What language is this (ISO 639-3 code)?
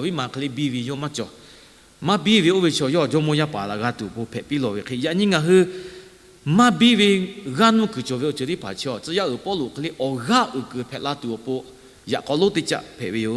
lhu